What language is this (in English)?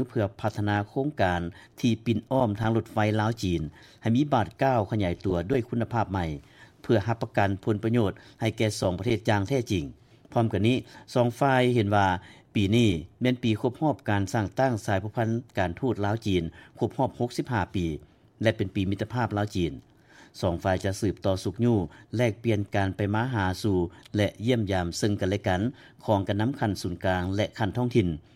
Lao